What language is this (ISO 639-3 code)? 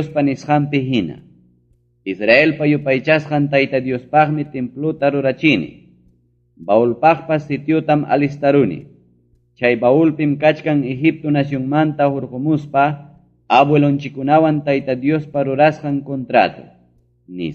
quy